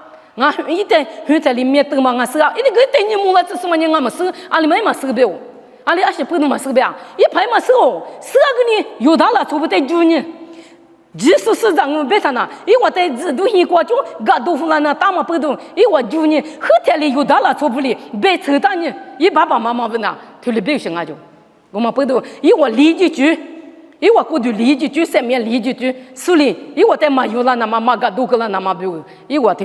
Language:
Lisu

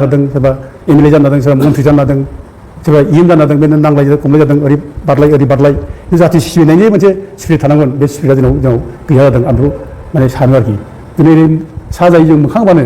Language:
Bodo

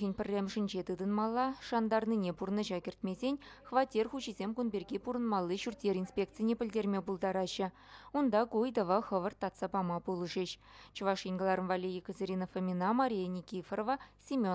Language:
Chuvash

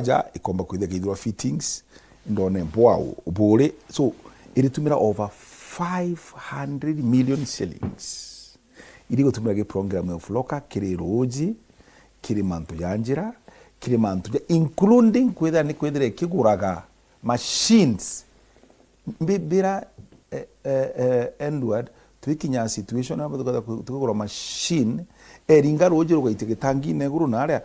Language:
Meru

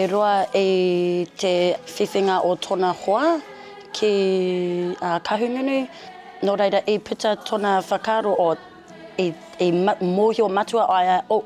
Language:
Māori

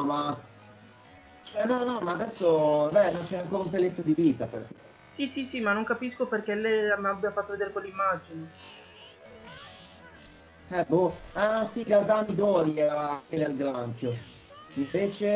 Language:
Italian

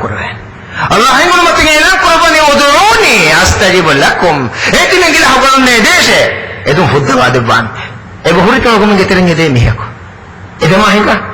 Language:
Divehi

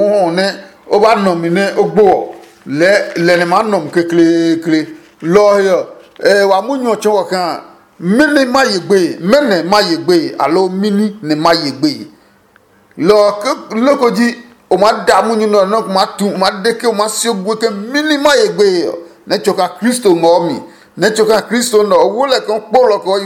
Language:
Adangme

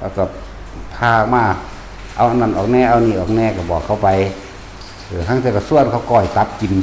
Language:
Northeastern Thai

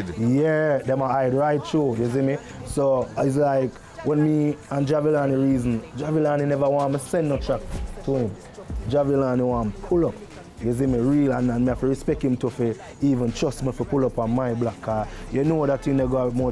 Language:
Jamaican Creole English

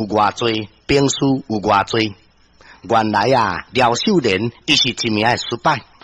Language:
Min Nan Chinese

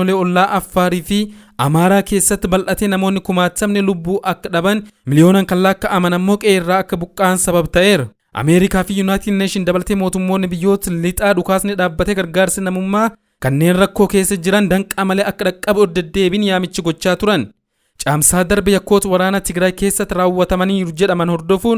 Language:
Oromo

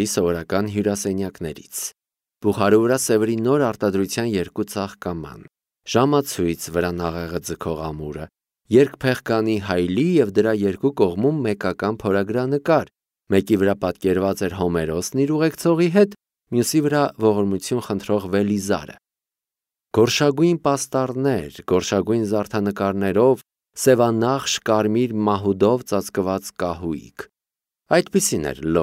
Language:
Armenian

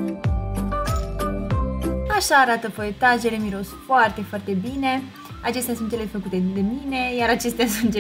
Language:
Romanian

